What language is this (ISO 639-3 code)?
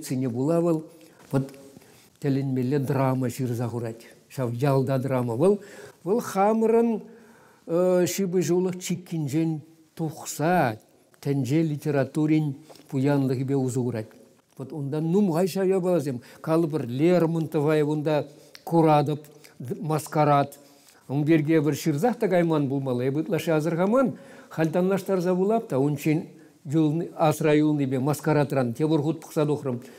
chv